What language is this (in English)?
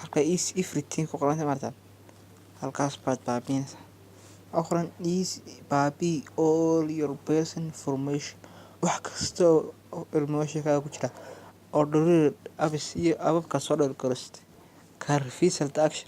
Somali